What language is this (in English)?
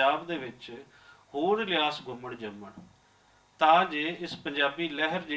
Western Panjabi